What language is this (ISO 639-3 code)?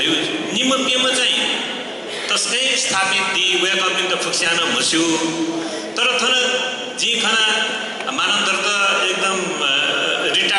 new